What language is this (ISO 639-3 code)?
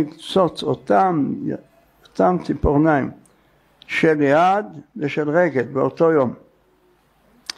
heb